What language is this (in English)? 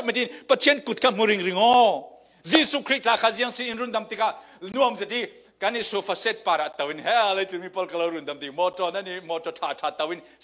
Falam Chin